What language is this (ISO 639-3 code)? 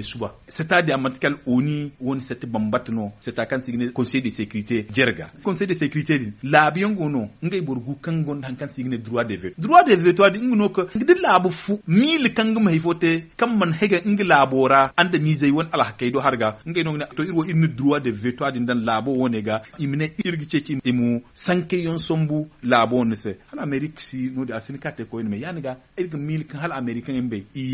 dje